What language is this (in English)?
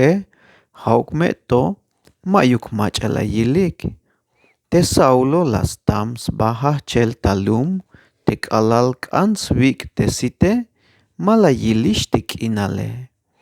Tzeltal